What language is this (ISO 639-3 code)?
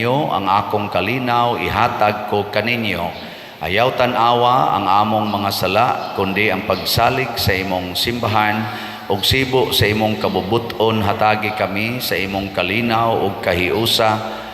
ceb